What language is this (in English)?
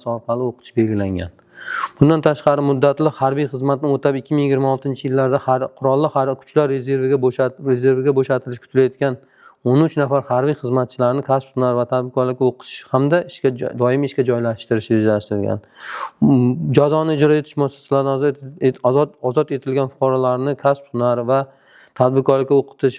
Uzbek